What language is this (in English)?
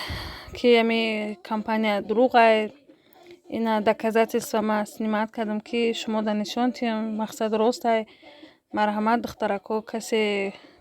Tajik